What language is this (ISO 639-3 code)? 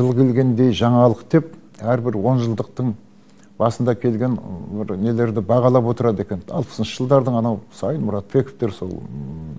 kaz